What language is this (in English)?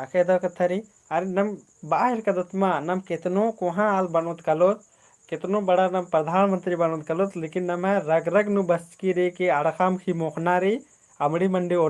Kurukh